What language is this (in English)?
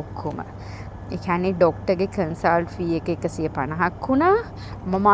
Sinhala